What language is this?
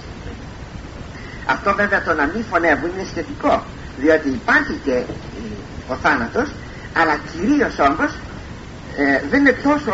Greek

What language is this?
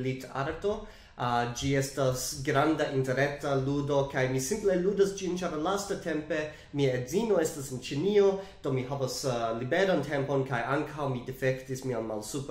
Esperanto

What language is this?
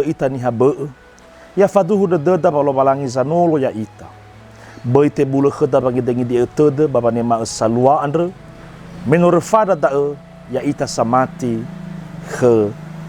Nias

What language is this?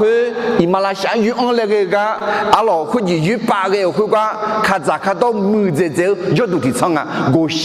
Akha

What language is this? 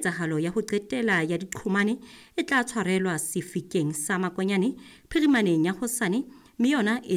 Southern Sotho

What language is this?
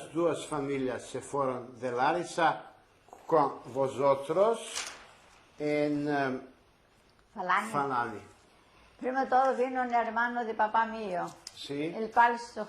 Ladino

